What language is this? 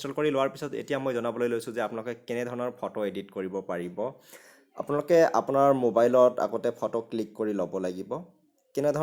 Assamese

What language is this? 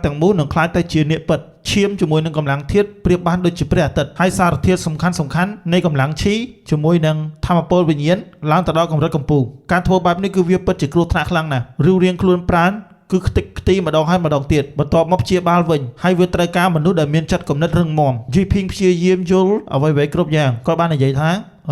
Khmer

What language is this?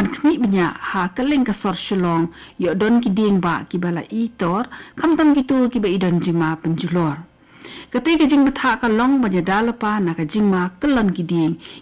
Khasi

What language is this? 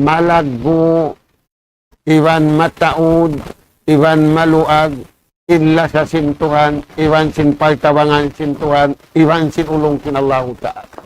Tausug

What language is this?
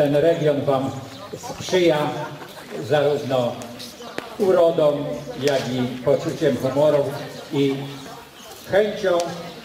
Polish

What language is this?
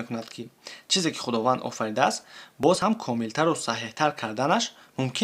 Tajik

